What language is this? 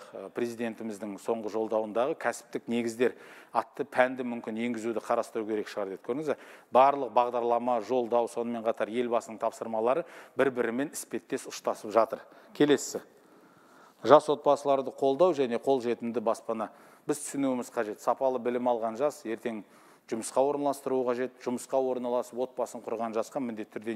Kazakh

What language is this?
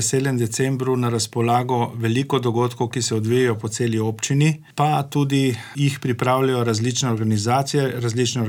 Slovenian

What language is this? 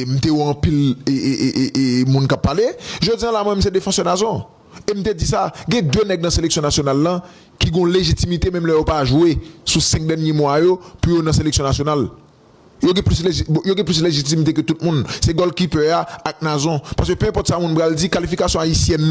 Haitian Creole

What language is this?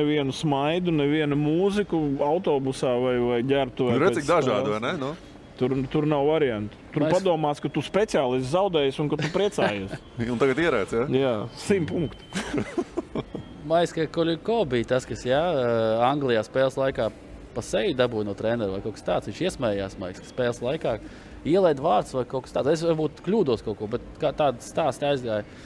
Latvian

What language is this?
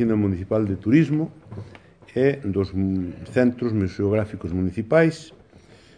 Galician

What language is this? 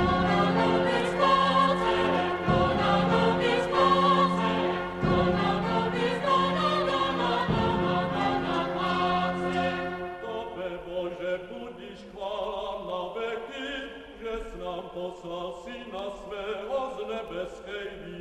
Slovak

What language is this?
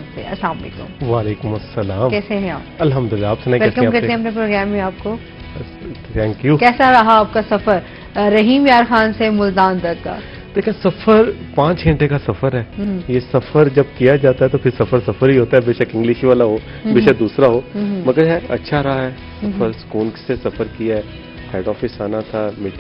Urdu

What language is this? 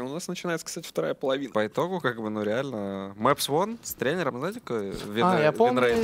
Russian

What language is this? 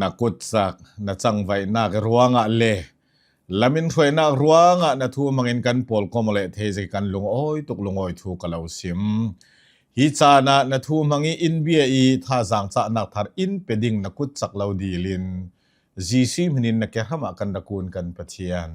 Hakha Chin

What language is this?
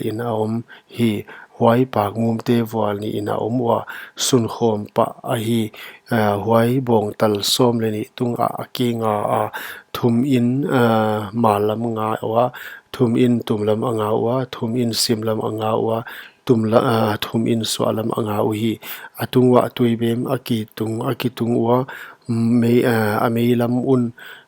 Paite Chin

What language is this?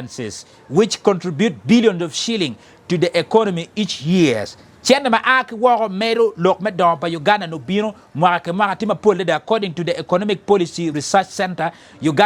Acoli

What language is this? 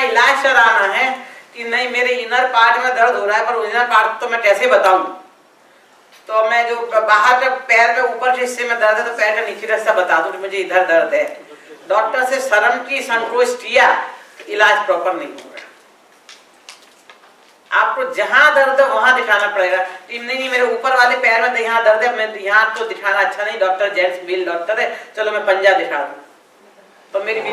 Hindi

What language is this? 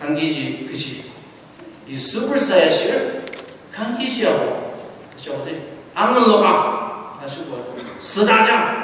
Ao Naga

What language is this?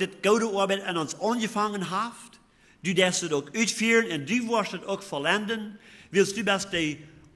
Plautdietsch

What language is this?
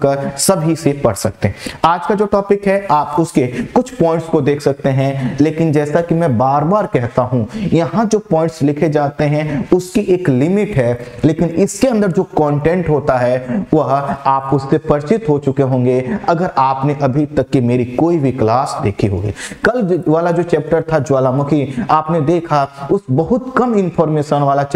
Hindi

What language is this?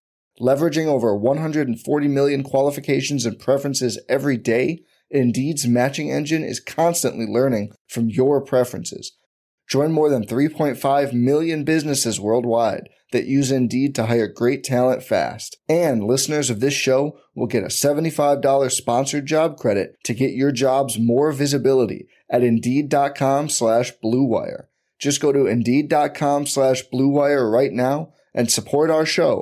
English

